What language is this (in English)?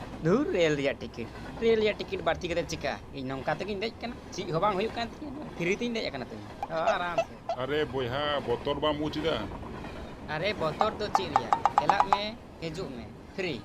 Santali